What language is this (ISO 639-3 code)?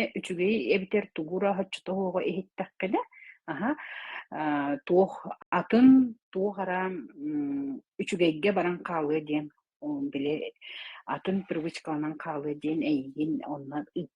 sah